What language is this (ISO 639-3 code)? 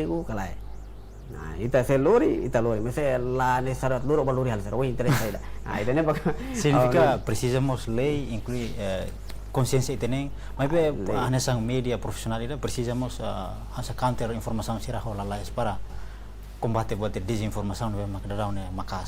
tet